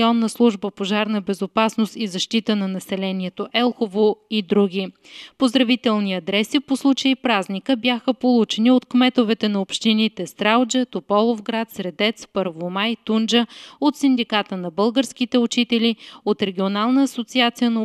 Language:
Bulgarian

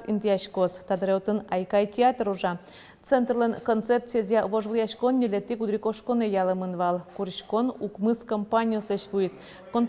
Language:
Udmurt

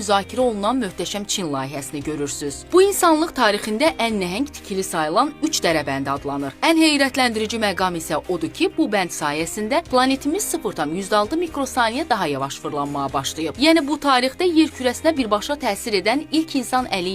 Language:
Azerbaijani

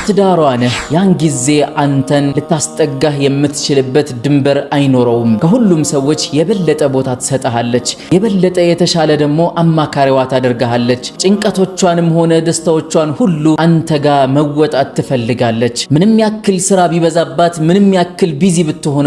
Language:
Amharic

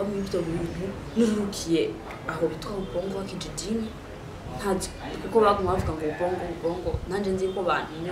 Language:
Rundi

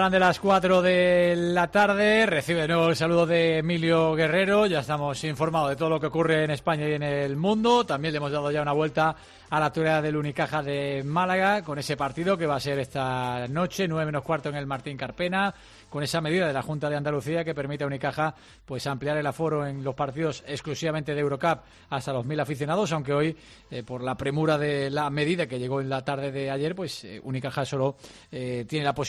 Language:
Spanish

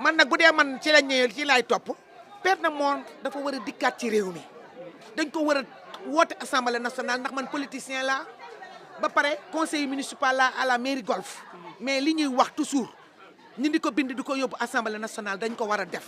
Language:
Wolof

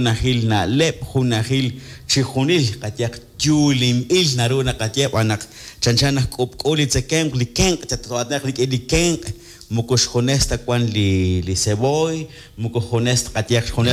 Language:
Kekchí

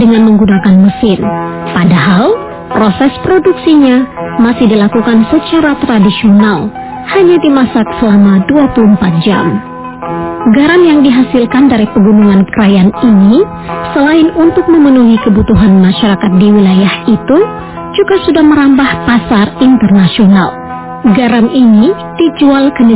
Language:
Indonesian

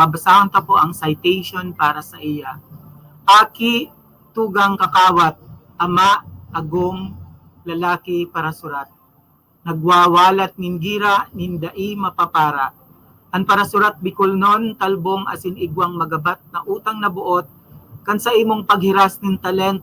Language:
Bikol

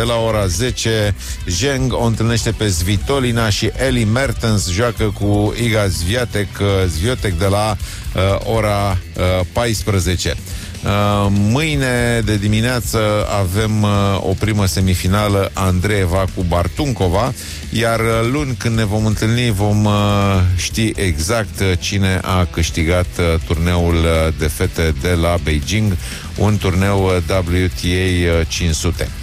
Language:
Romanian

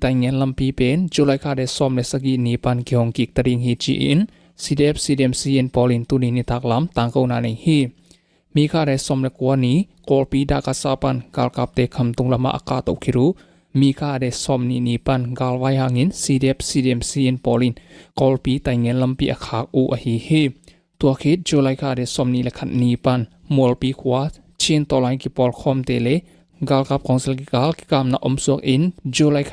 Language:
Tedim Chin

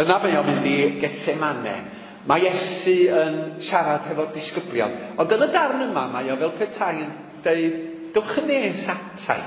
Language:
Welsh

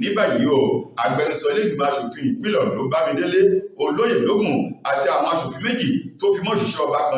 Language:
Yoruba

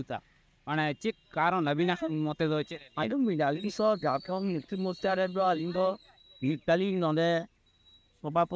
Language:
Santali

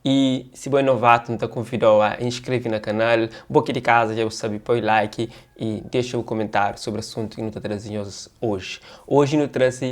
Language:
Kabuverdianu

